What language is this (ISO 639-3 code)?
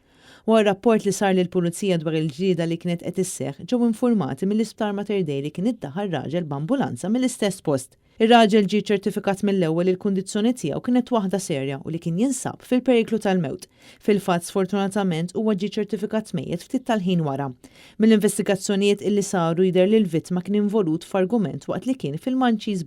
mlt